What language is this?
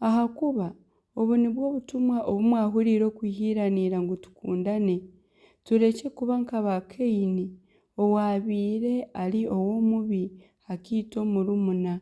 Nyankole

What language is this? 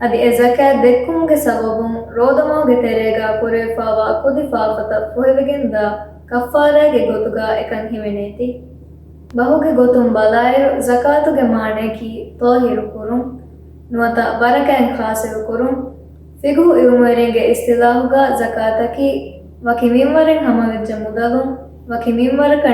Divehi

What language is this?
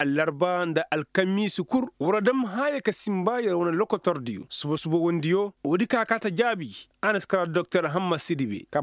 Koyraboro Senni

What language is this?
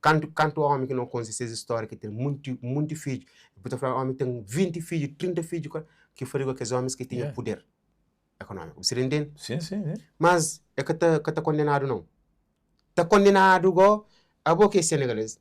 Kabuverdianu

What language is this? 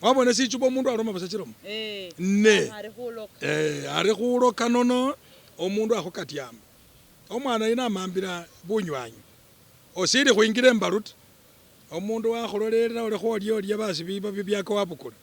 Masaaba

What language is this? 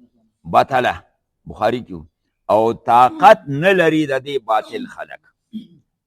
Pashto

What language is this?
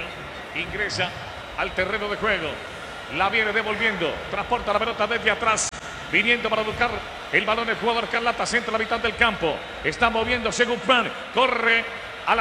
Spanish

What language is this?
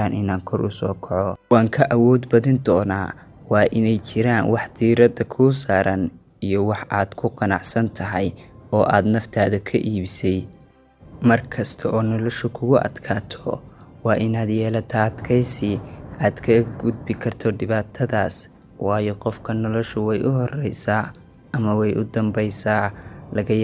Somali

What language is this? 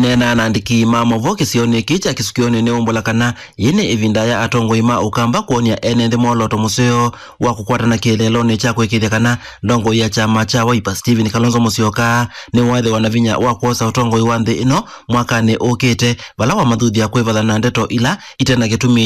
Kamba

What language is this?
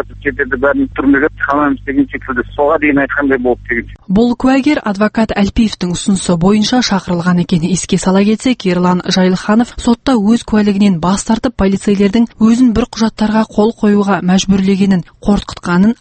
Kazakh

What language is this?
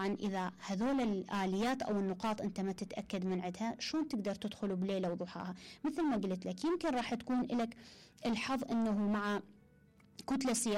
Mesopotamian Arabic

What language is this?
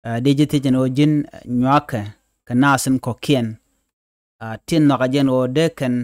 Nuer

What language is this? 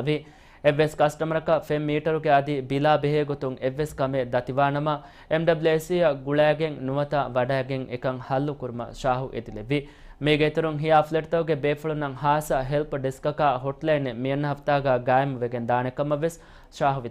Divehi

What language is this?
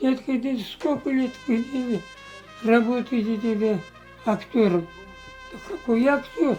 Crimean Tatar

